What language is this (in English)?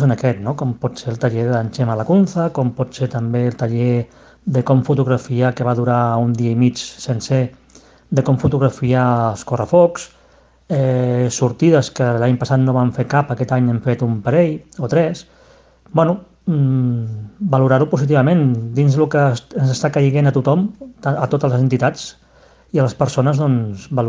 Catalan